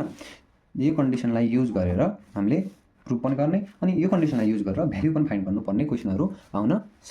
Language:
Nepali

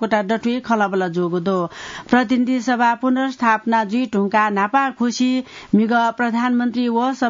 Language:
Newari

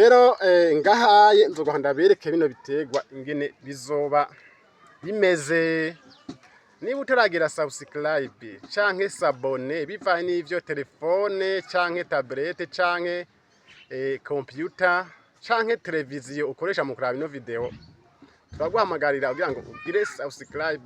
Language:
Rundi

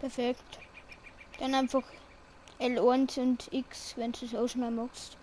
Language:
Bavarian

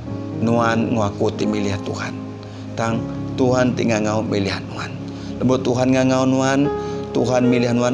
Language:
Iban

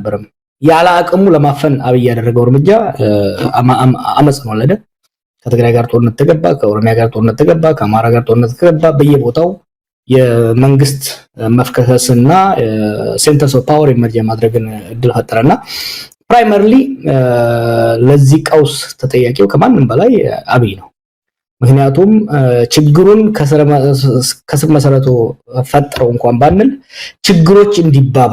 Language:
Amharic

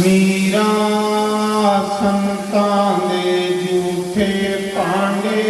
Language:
Dogri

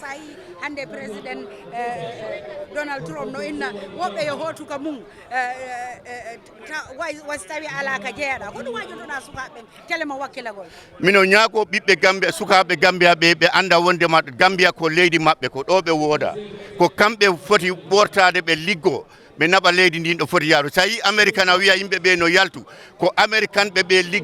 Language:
Fula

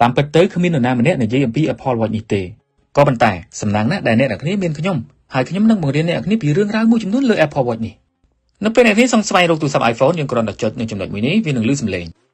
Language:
Khmer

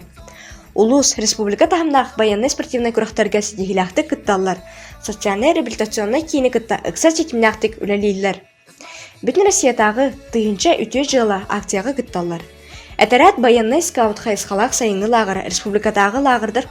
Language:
Yakut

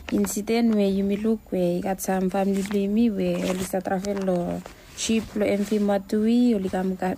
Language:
Bislama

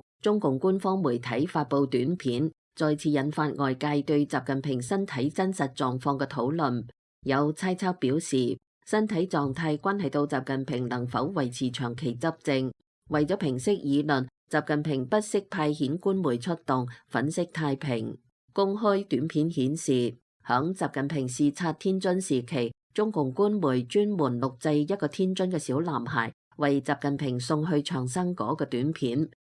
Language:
Cantonese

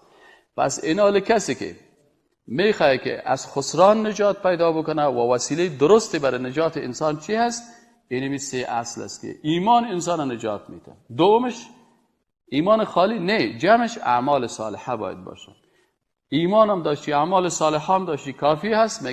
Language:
Persian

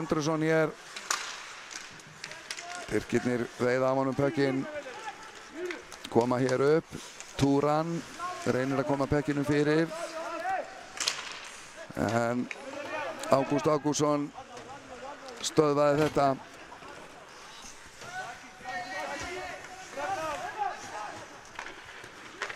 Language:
Icelandic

